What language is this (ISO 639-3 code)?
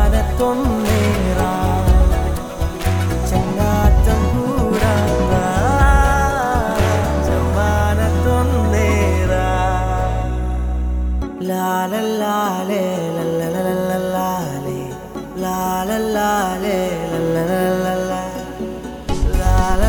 mal